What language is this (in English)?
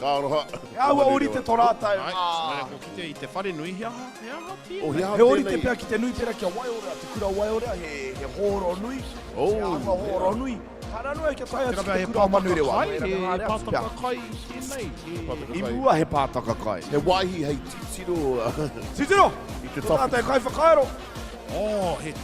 Māori